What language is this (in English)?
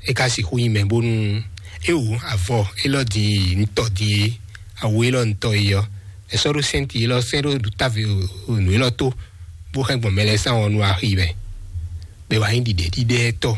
Fon